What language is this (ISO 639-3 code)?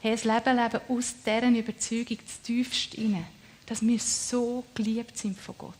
gsw